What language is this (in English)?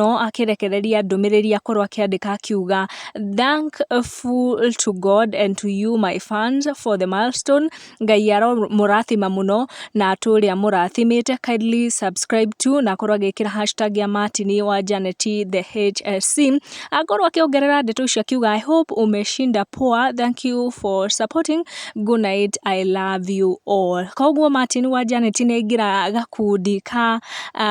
Kikuyu